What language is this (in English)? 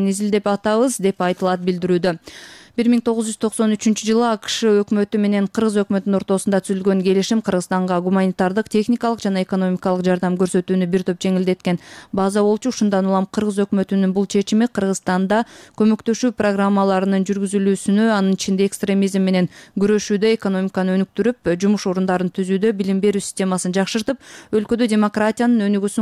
Kyrgyz